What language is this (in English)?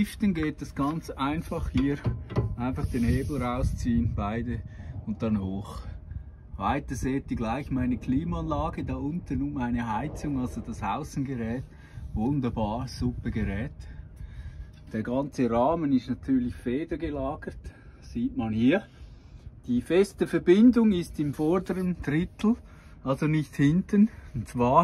German